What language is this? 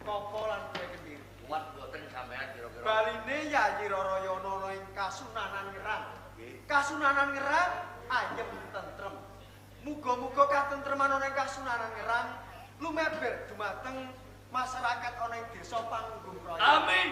Javanese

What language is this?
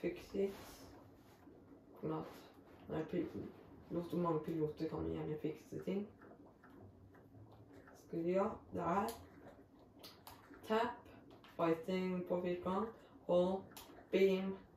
Norwegian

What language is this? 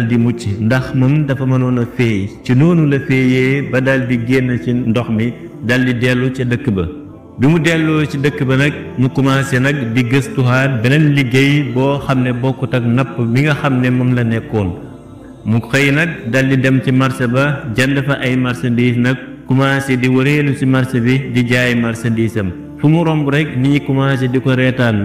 Wolof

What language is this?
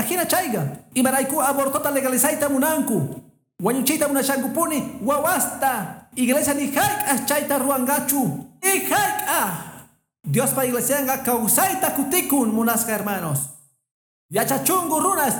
Quechua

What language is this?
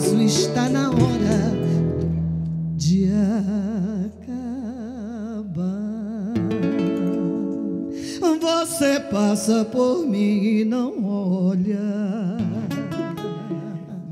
Portuguese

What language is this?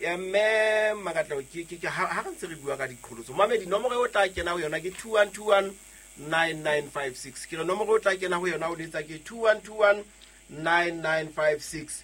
Southern Sotho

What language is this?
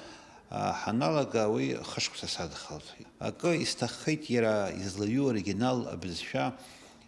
Abkhazian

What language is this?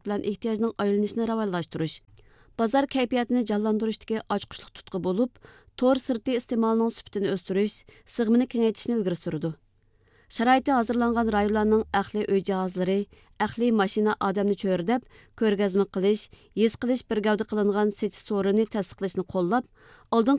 Uyghur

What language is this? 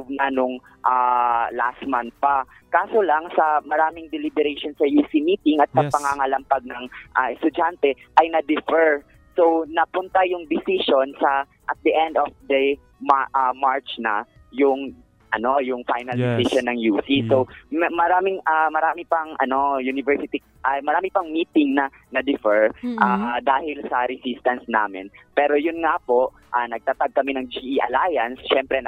Filipino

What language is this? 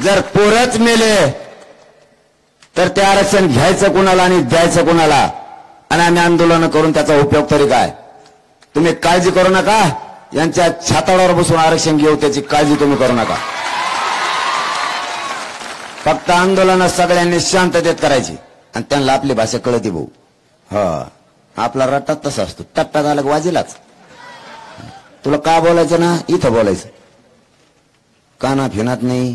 Marathi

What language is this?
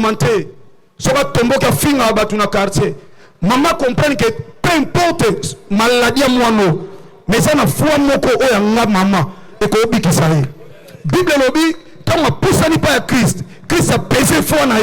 Lingala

